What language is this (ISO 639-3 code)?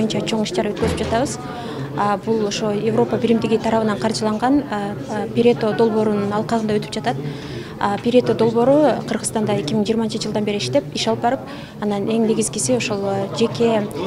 kir